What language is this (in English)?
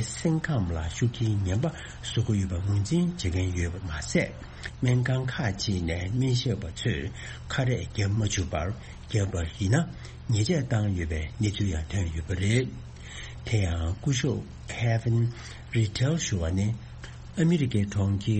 Tibetan